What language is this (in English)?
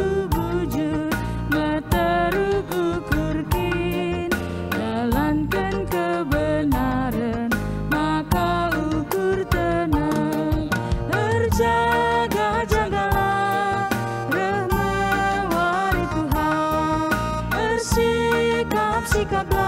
Batak Karo